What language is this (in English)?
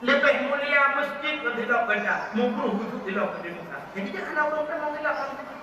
Achinese